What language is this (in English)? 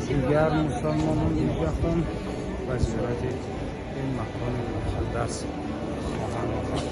Tajik